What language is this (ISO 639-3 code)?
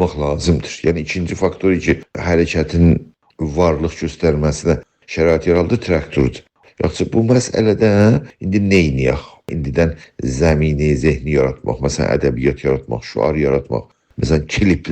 azb